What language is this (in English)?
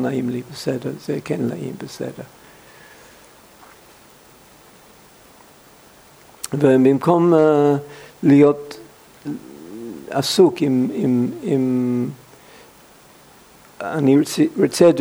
Hebrew